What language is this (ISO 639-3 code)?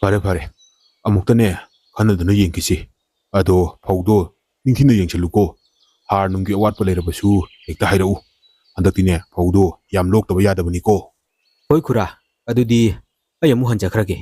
mni